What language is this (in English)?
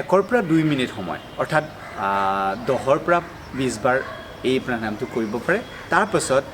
Assamese